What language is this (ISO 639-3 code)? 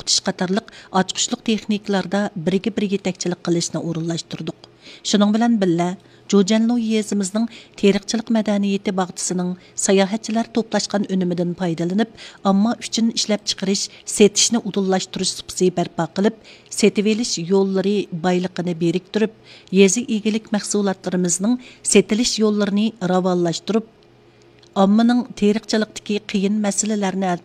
uig